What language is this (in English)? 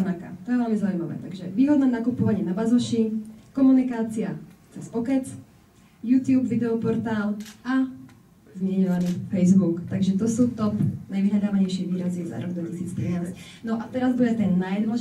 Slovak